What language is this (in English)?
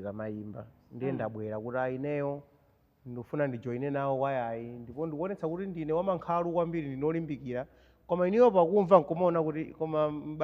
Nyanja